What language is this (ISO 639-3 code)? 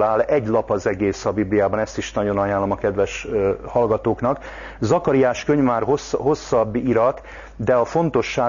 hun